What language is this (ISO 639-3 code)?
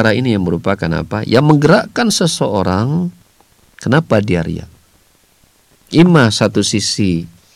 ind